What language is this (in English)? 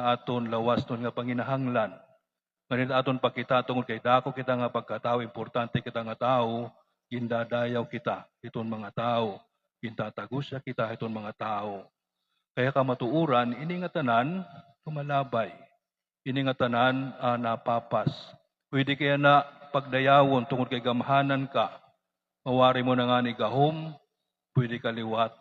Waray